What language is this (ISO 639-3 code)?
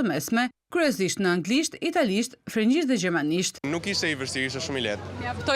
sqi